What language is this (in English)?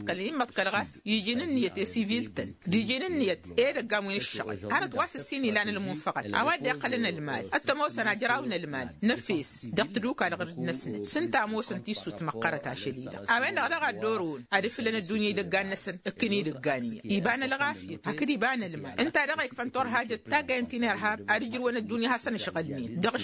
Tamasheq